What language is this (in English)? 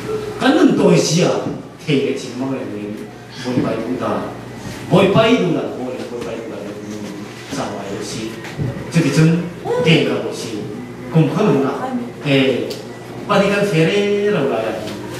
Falam Chin